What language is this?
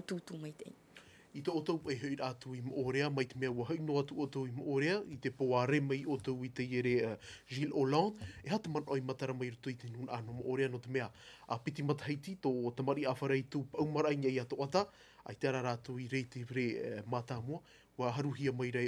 Tahitian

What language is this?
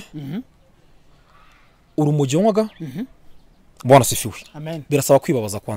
Kinyarwanda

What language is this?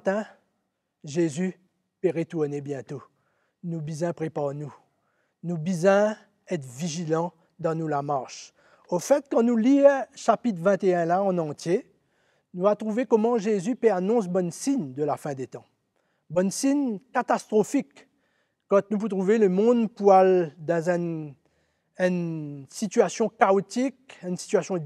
Morisyen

